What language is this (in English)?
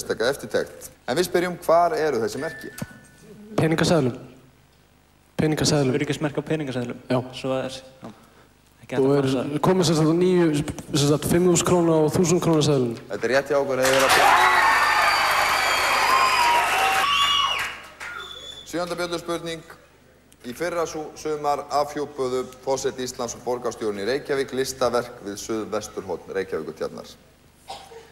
Icelandic